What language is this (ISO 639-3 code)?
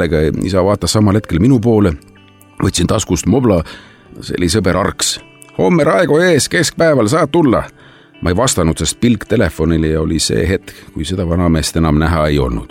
est